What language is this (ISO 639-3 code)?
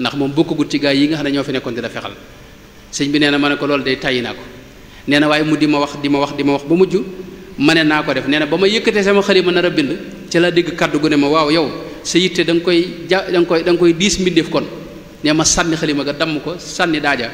wol